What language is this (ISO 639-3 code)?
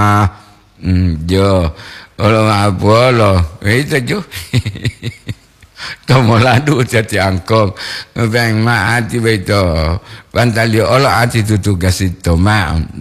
gor